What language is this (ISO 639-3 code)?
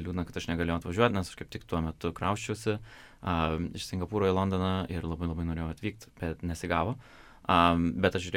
lit